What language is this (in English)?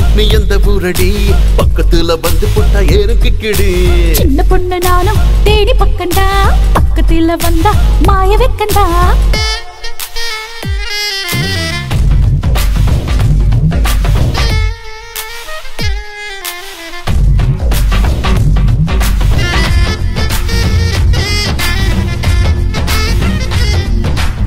Tamil